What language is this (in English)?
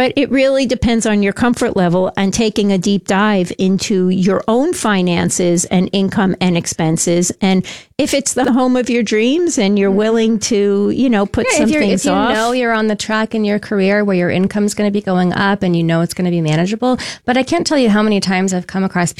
English